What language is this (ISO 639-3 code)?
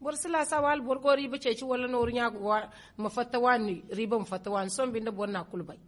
dje